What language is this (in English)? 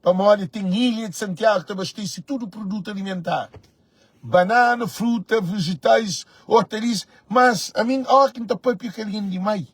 Kabuverdianu